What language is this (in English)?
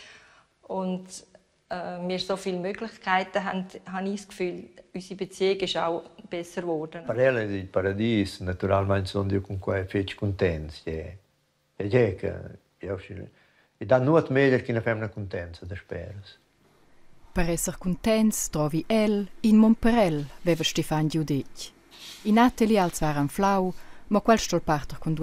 Romansh